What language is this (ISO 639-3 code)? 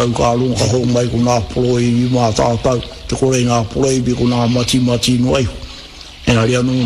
mri